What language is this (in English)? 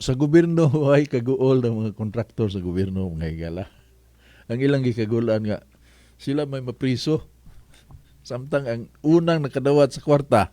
Cebuano